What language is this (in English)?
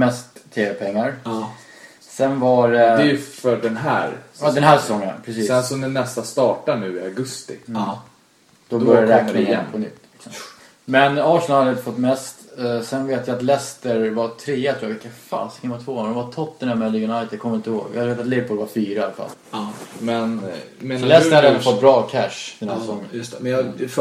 Swedish